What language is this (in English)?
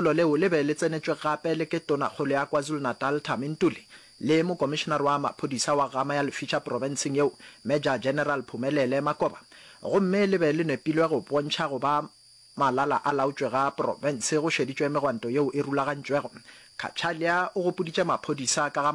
Northern Sotho